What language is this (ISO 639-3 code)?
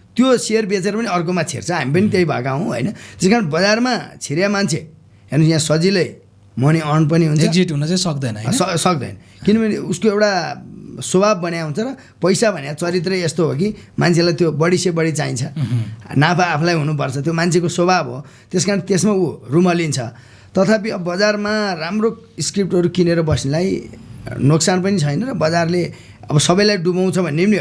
nep